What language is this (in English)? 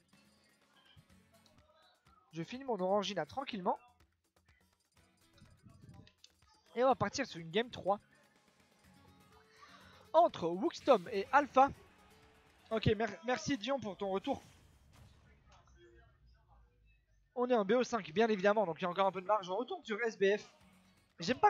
French